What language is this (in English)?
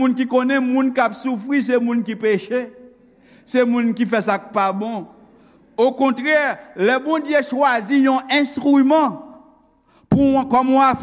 Haitian Creole